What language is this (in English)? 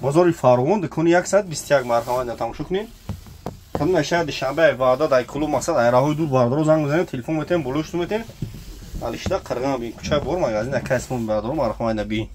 Tajik